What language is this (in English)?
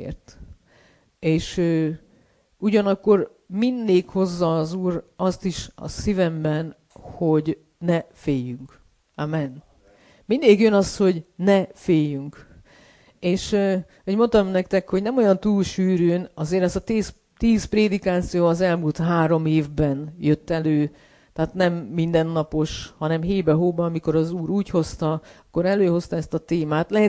Hungarian